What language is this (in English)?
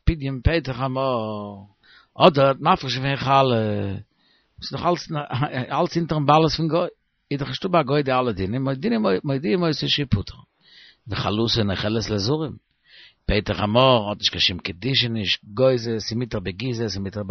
Yiddish